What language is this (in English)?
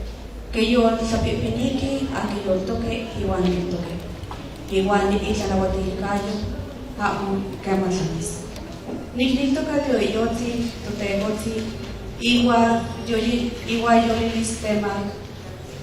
Nahuatl languages